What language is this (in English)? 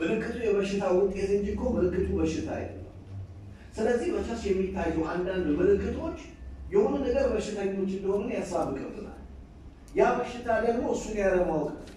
Amharic